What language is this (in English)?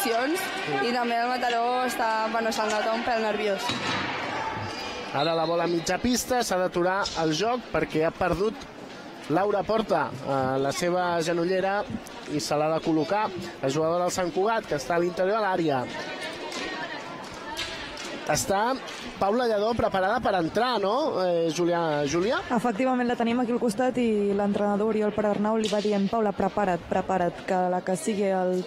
Catalan